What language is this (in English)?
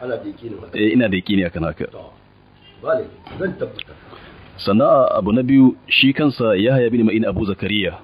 Hausa